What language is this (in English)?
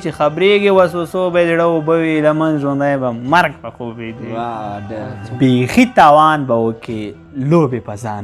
Pashto